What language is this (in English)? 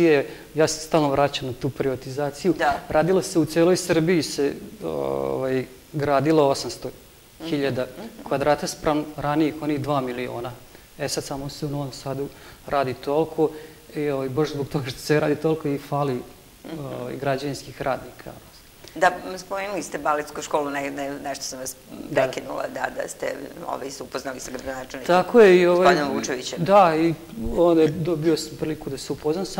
Serbian